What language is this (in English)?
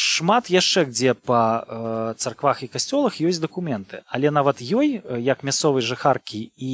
Belarusian